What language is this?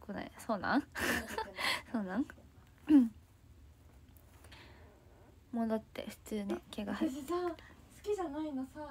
Japanese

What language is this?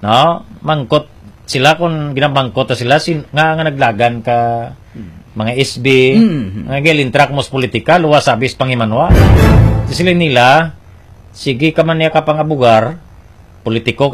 Hiligaynon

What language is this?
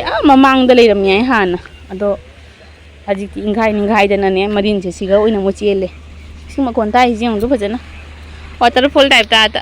Manipuri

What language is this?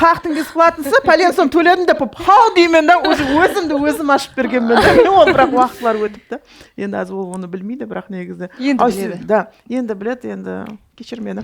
Kara-Kalpak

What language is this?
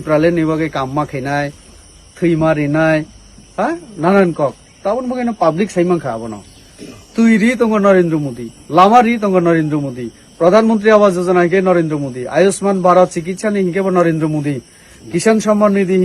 Kok Borok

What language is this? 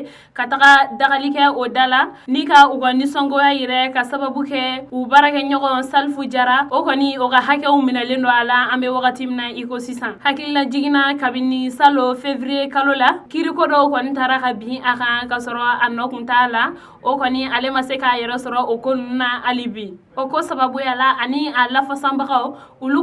Bambara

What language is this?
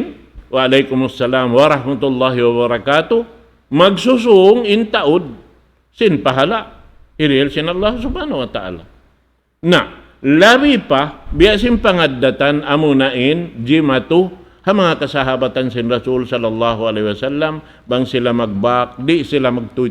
Tausug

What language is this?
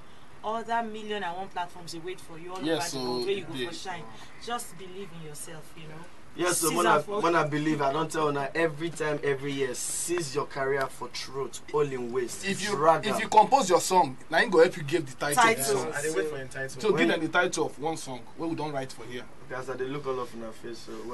Nigerian Pidgin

